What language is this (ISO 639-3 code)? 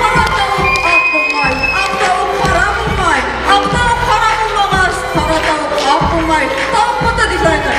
bak